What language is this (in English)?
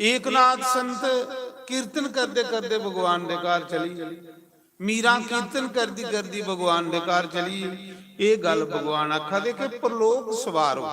Dogri